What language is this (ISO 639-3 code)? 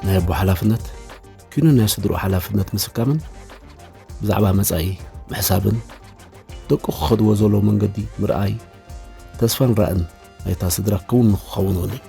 tir